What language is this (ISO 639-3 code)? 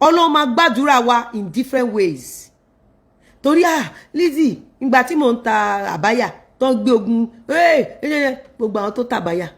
yor